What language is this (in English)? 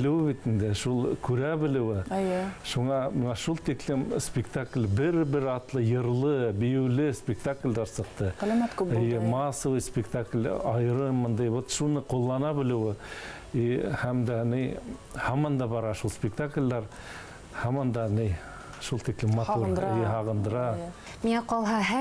Bashkir